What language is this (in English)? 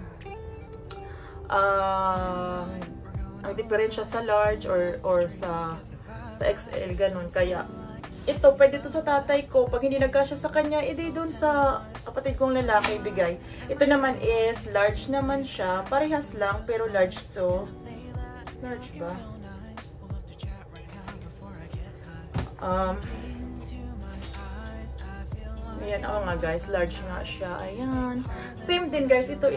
Filipino